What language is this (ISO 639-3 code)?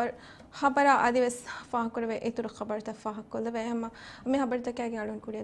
div